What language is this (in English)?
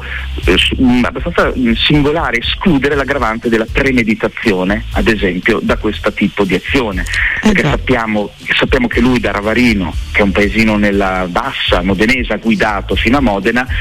Italian